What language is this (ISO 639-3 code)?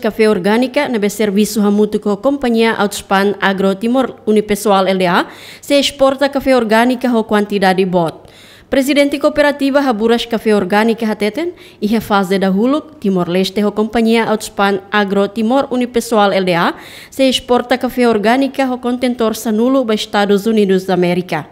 tet